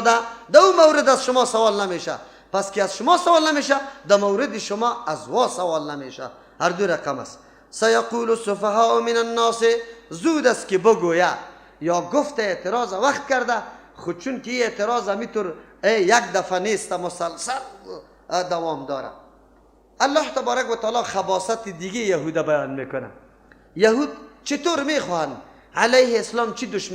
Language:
Persian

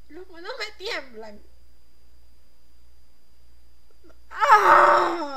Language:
Spanish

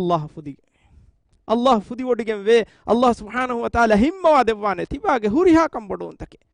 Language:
Divehi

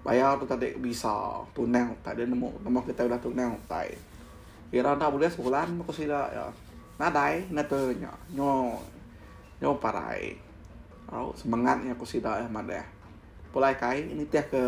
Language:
Iban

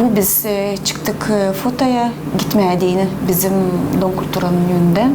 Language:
Gagauz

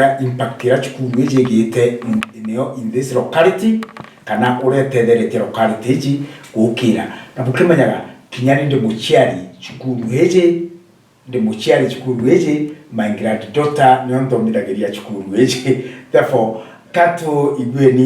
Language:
Meru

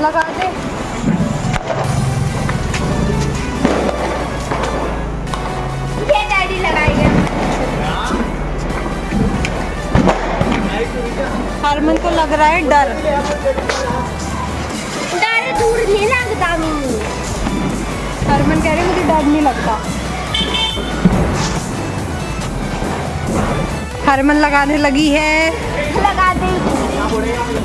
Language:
Hindi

